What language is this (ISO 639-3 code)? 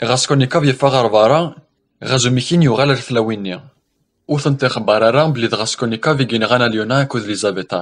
kab